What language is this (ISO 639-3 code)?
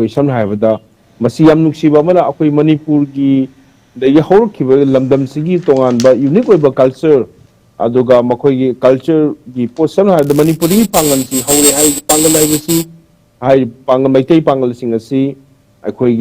mni